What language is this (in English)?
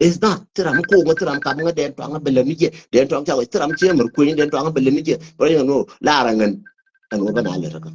Nuer